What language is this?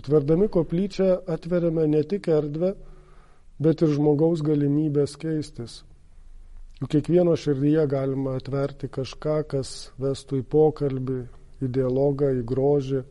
Lithuanian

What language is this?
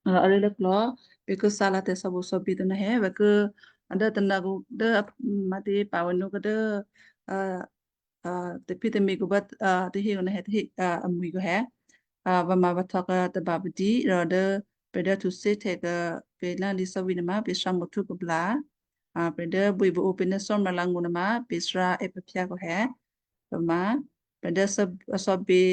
Western Kayah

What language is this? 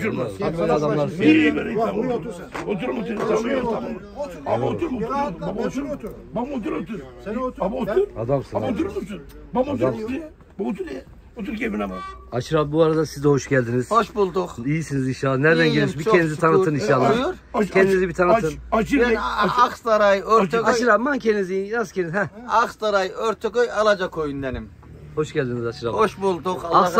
Turkish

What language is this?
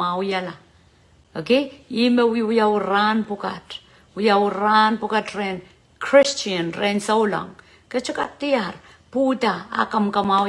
Pohnpeian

